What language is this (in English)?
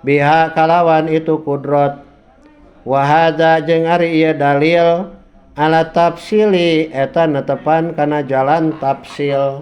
Sundanese